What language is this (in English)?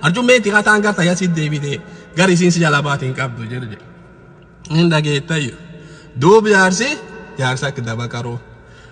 Oromo